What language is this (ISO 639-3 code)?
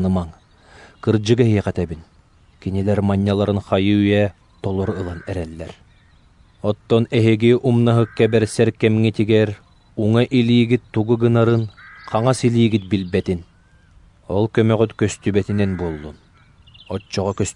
sah